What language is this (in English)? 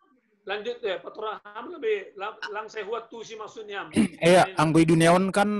Batak Simalungun